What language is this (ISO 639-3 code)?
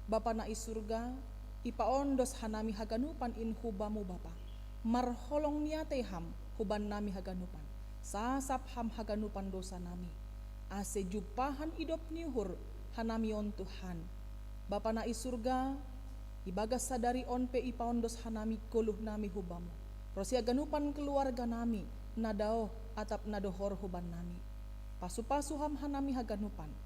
bts